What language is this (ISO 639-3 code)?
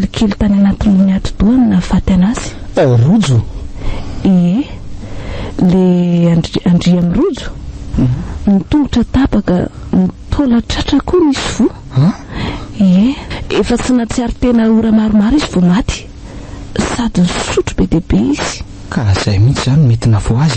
mlg